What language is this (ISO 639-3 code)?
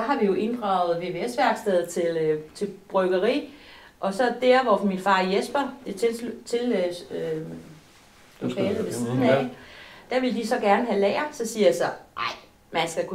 dan